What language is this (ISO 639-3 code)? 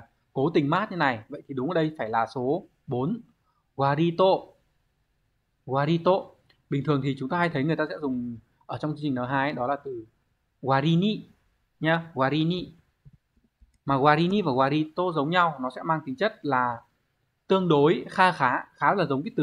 vie